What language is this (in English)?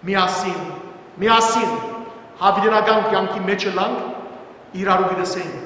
Western Armenian